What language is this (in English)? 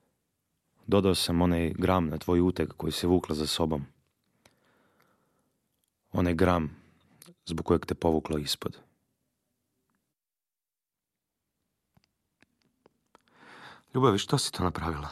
Croatian